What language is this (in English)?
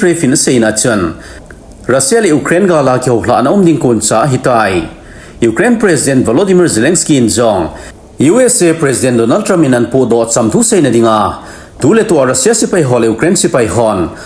Thado Chin